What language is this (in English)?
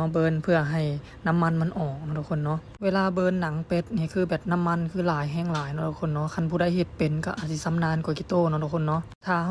Lao